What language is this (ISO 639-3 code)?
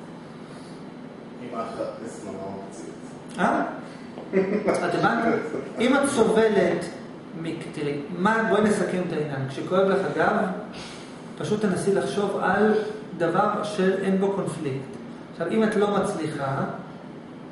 heb